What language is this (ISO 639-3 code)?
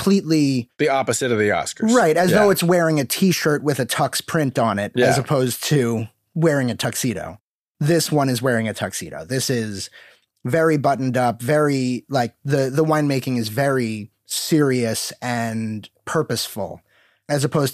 eng